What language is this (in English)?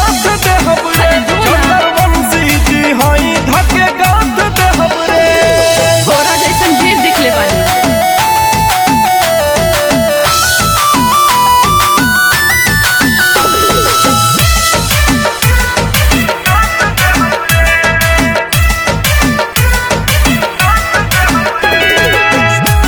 Bhojpuri